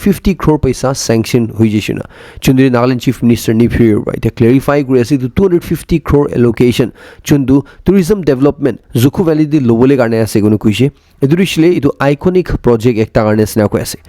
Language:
Naga Pidgin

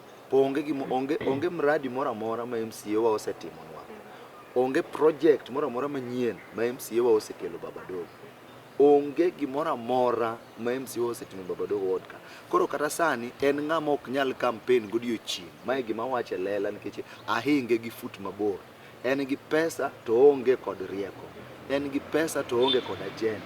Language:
Luo (Kenya and Tanzania)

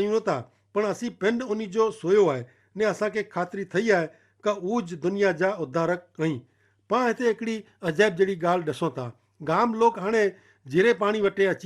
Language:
Kachhi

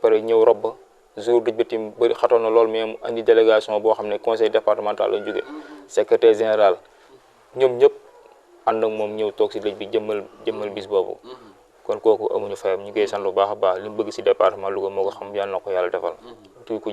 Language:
Wolof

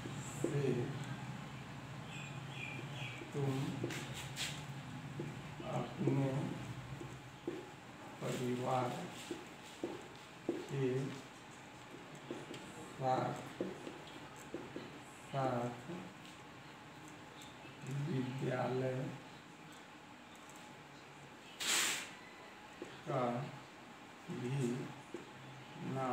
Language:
Hindi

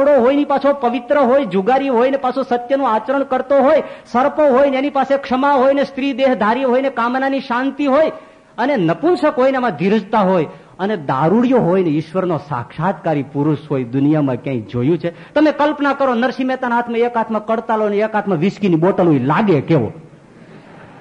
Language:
Gujarati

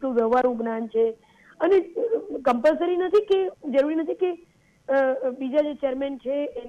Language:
Gujarati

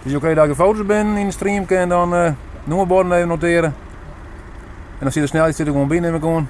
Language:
Western Frisian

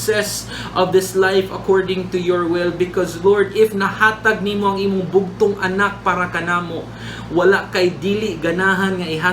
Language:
Cebuano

